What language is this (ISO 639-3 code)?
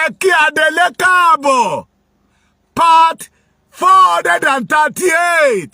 yor